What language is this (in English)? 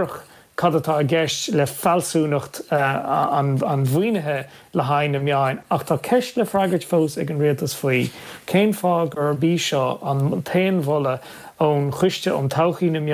Irish